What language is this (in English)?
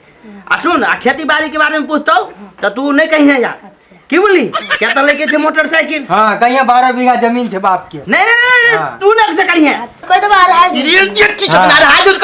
Maithili